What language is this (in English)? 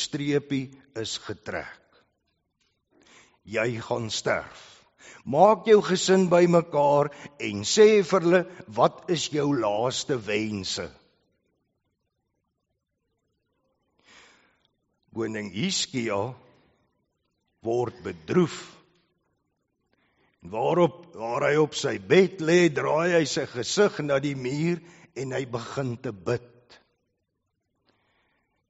Afrikaans